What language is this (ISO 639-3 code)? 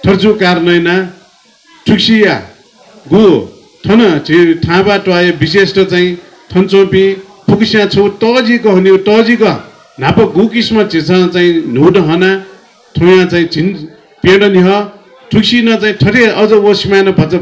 new